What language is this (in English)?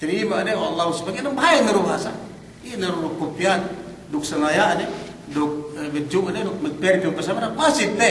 Yakan